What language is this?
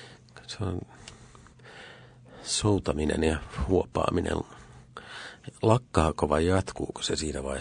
Finnish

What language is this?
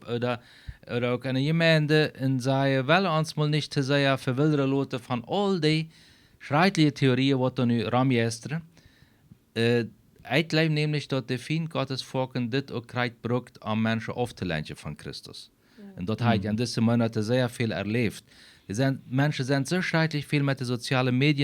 Plautdietsch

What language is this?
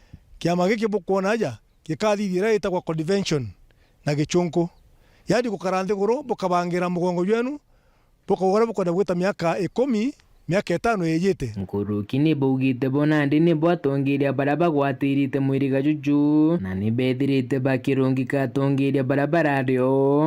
Meru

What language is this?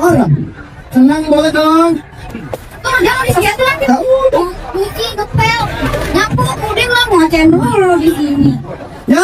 Betawi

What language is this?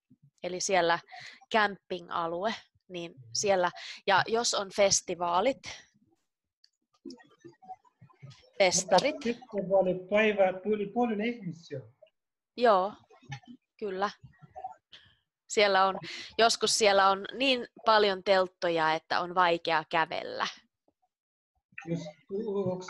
Finnish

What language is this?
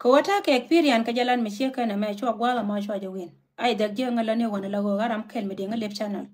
Nuer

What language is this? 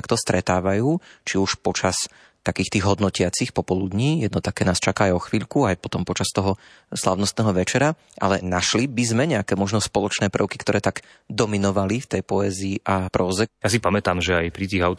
Slovak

